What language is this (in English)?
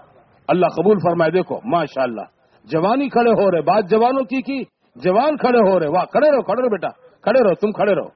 Urdu